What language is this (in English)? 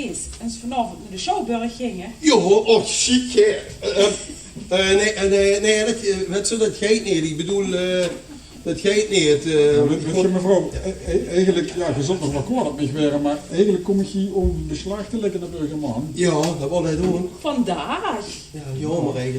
Limburgish